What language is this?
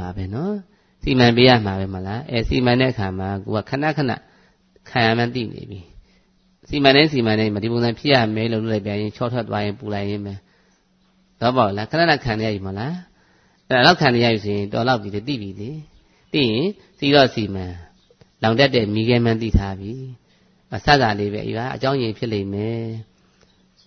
Burmese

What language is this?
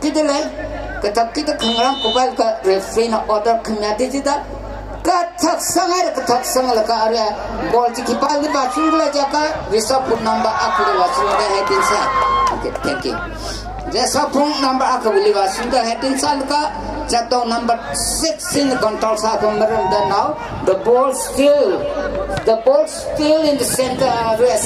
Tangkhul Naga (India)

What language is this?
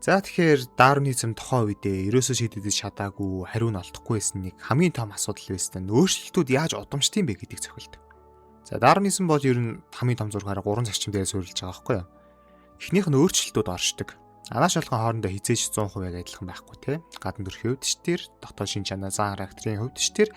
Mongolian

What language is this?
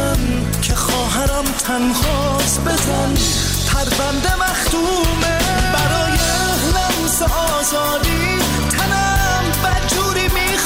Persian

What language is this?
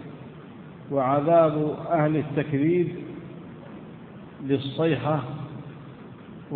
Arabic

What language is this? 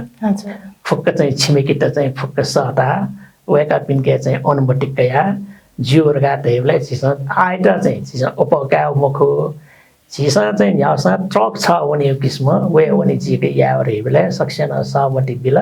Newari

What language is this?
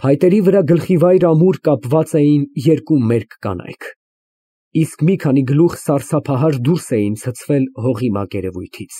Armenian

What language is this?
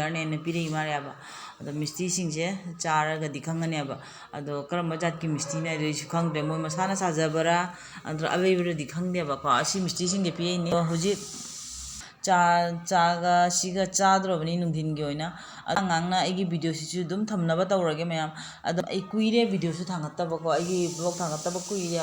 Manipuri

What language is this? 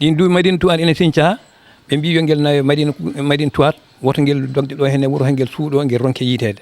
Fula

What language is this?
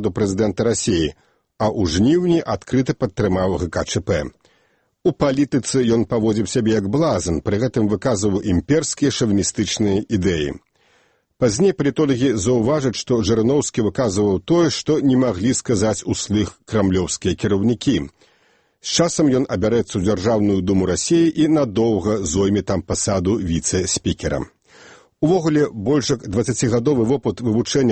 Belarusian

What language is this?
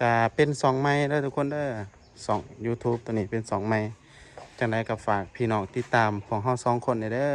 Lao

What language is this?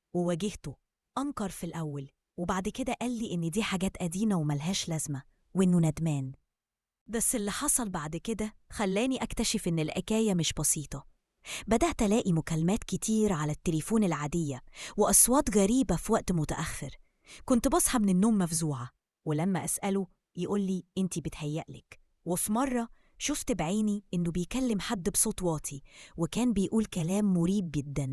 Egyptian Arabic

